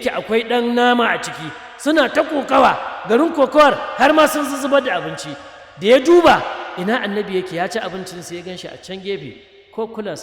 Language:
Hausa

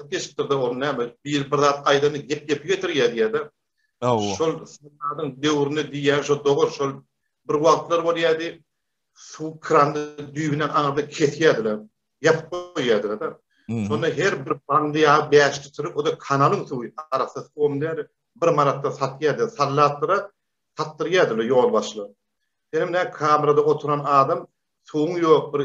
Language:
Turkmen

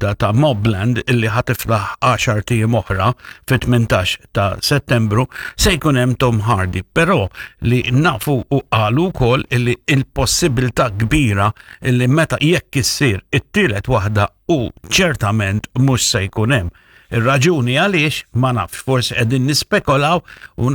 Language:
Maltese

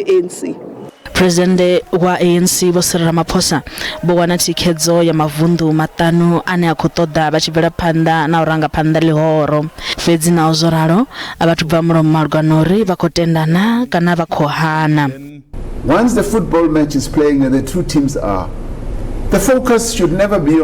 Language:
Venda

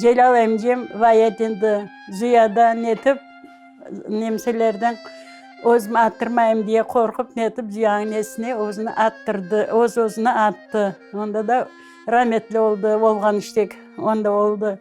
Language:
Crimean Tatar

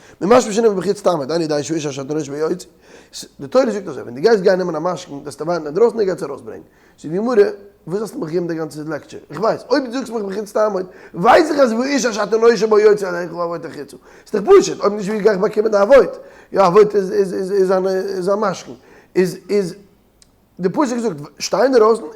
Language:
Yiddish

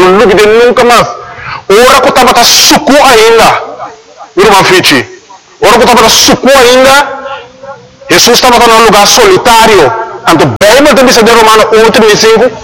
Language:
Papiamento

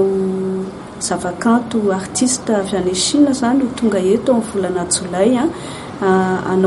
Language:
Malagasy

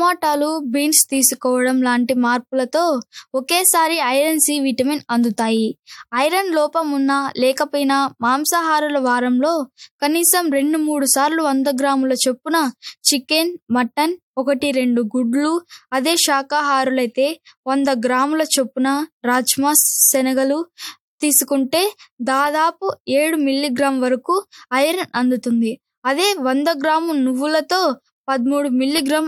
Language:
Telugu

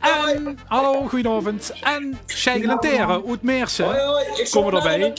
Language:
Limburgish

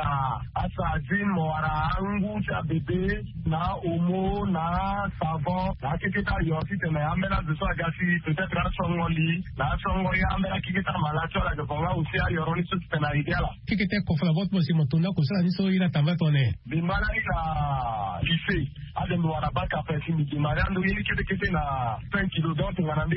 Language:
Sango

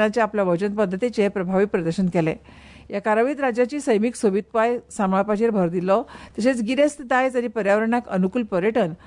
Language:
Konkani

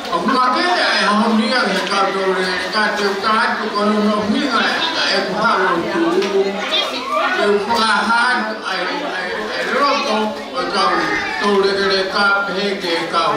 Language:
Tongan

